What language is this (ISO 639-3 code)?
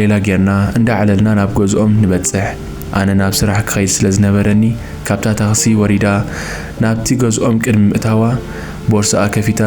tir